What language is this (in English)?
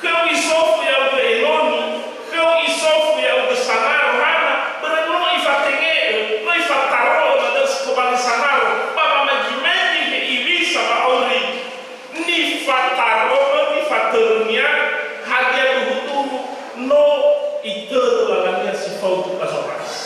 Nias